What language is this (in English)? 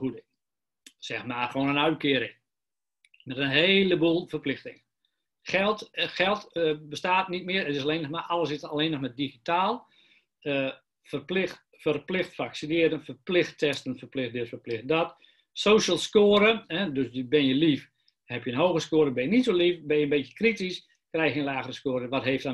Dutch